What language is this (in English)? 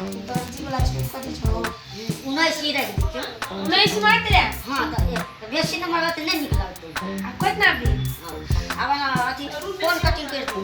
Maithili